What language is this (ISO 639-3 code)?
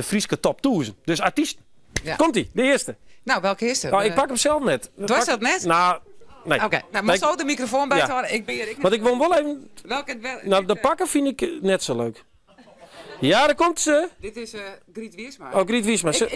fry